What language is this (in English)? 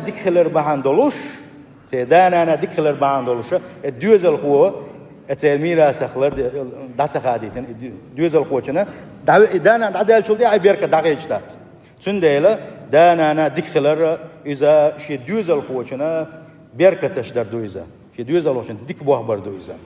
Chechen